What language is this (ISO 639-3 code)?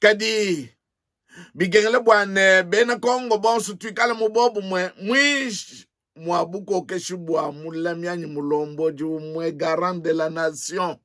lua